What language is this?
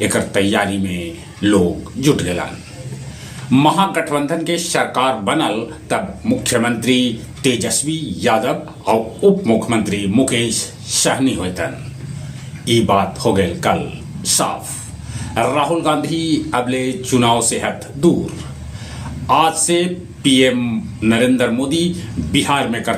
Magahi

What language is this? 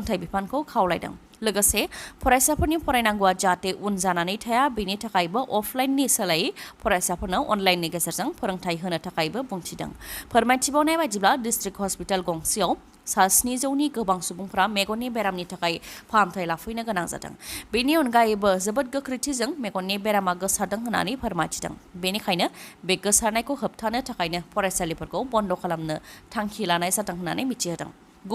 Bodo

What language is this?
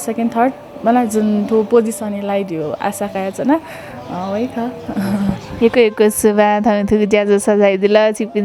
Newari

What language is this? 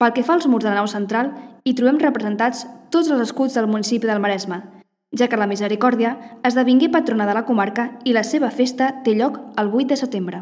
Catalan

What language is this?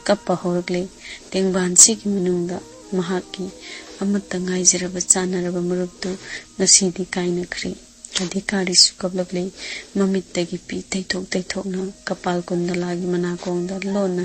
Manipuri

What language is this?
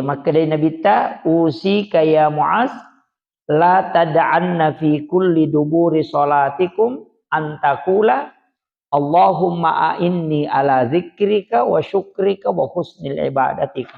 Buginese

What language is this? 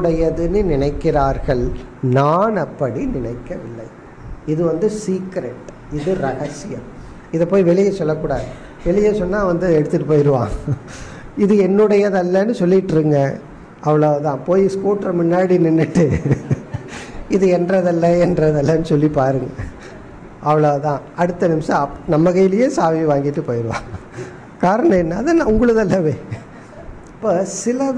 Tamil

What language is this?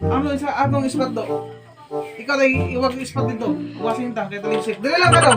Cebuano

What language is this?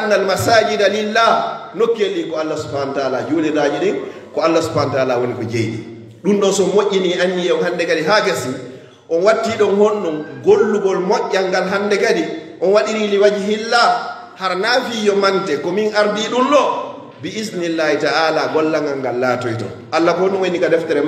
Fula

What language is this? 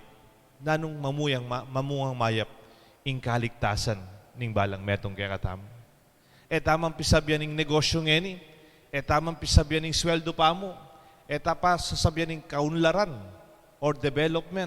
Pampanga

